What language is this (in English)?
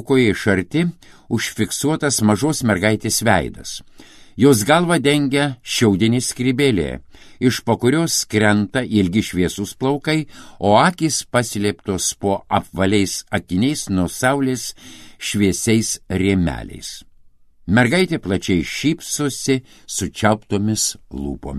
Lithuanian